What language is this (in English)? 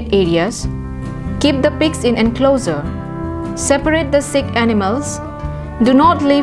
Karbi